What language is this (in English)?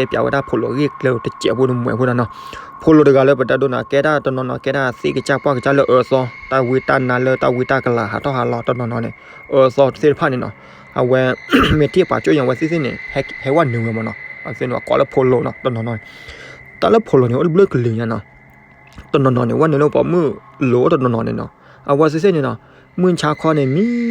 S'gaw Karen